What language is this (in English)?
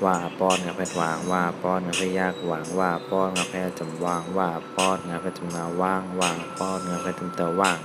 Shan